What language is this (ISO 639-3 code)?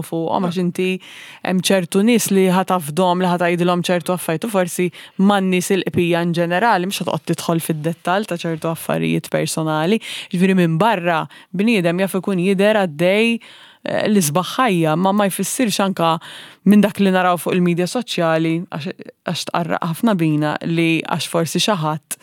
mlt